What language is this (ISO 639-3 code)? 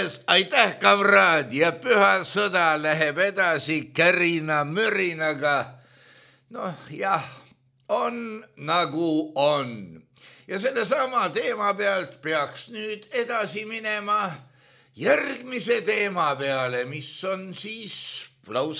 est